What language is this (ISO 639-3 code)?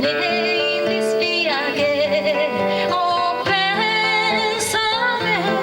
srd